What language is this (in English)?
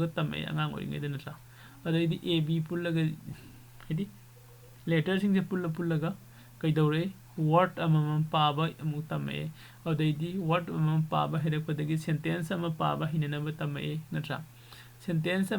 Manipuri